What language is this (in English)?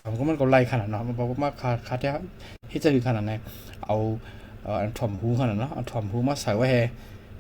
Shan